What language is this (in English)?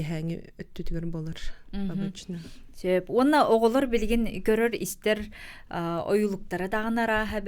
Yakut